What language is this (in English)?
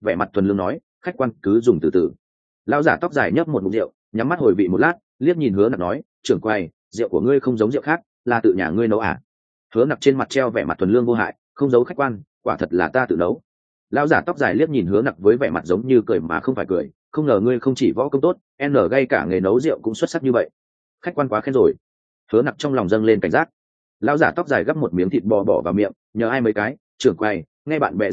Vietnamese